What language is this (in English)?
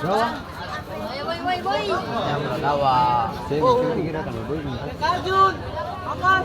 Ambonese Malay